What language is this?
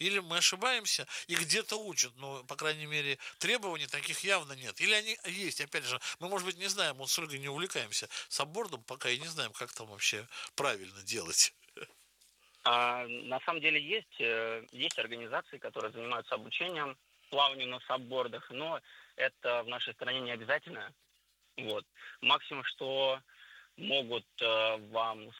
Russian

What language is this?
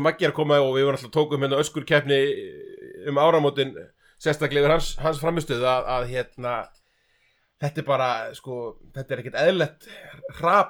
Icelandic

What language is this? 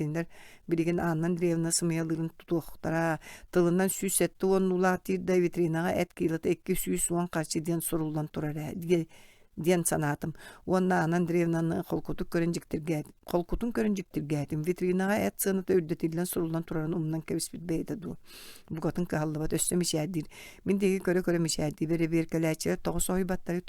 Yakut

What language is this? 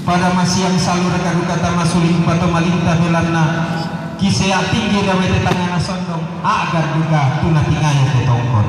Toraja-Sa'dan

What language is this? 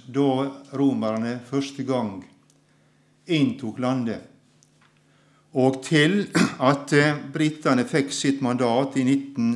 Norwegian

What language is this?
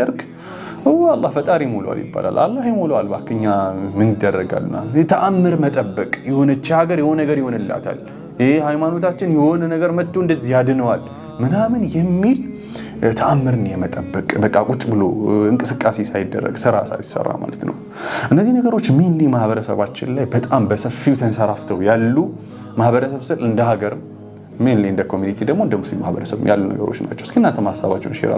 Amharic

